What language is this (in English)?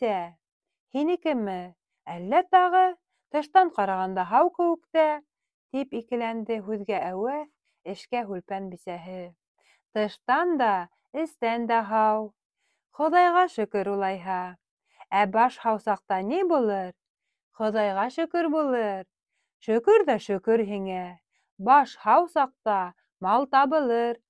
Bashkir